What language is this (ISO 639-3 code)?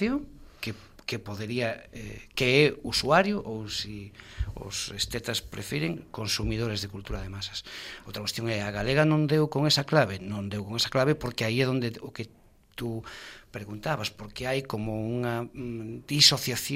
glg